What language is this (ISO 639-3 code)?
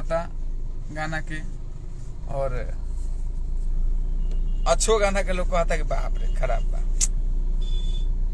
bho